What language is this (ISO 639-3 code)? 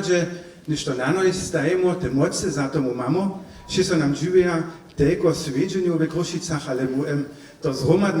hsb